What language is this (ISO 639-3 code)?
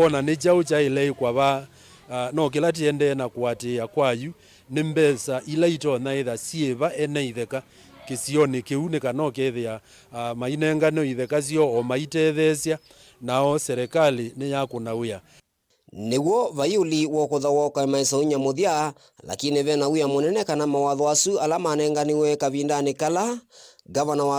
kam